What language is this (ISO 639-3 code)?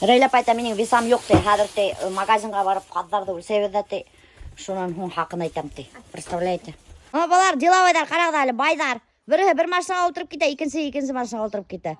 bak